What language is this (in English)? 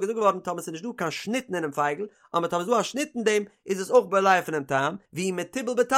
Yiddish